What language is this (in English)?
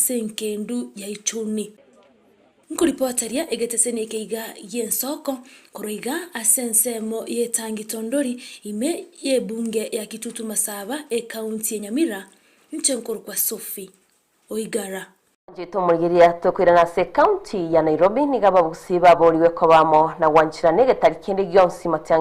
Gusii